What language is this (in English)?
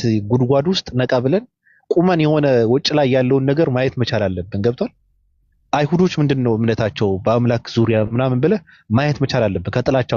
Amharic